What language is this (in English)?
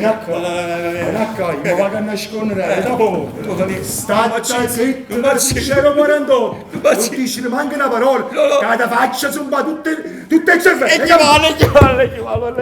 Neapolitan